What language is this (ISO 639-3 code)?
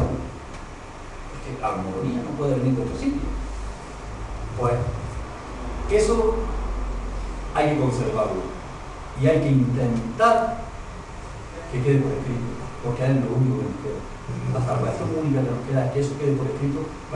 spa